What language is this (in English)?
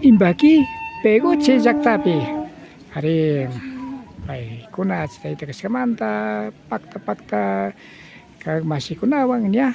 Imbabura Highland Quichua